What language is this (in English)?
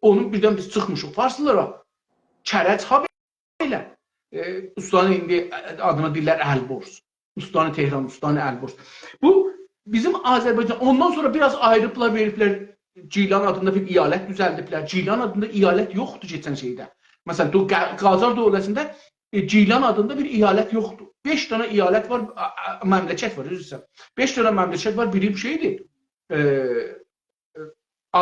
South Azerbaijani